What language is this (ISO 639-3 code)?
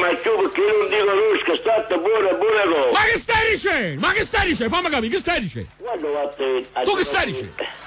nap